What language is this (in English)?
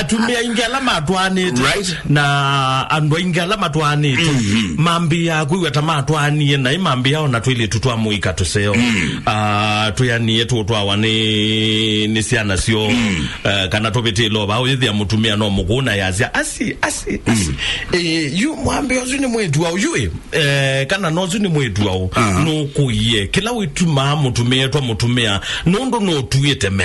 Kamba